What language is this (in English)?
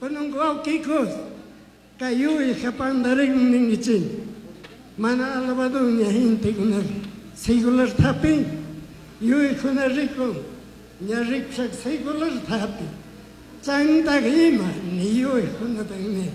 Chimborazo Highland Quichua